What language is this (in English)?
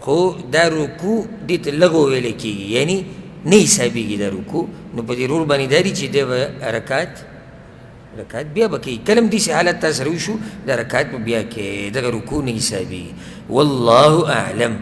Pashto